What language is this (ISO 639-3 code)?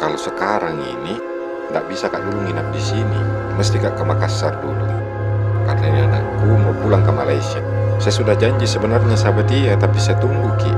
mfp